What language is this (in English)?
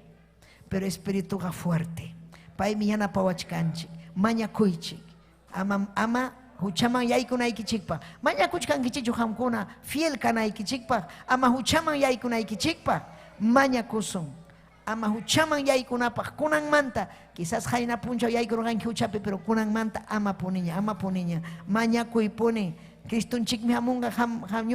Ayacucho Quechua